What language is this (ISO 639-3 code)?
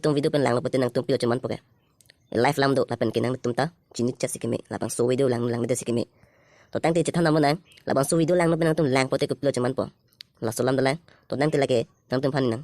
mjw